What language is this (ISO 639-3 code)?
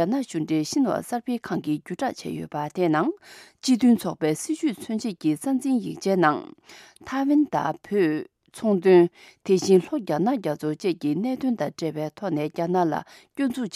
bod